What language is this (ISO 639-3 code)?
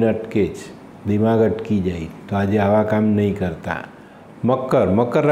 guj